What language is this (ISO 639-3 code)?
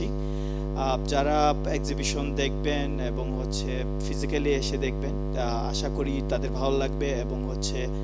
ben